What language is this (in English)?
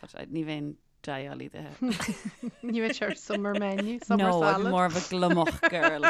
Irish